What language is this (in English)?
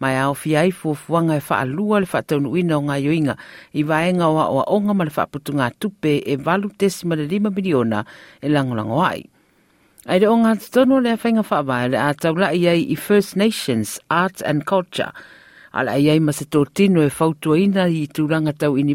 Samoan